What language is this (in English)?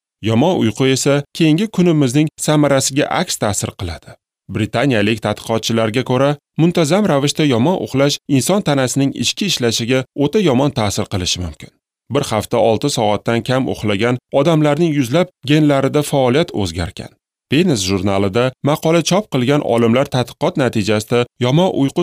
Uzbek